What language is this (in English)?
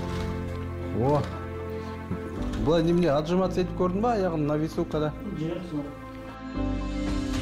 Kazakh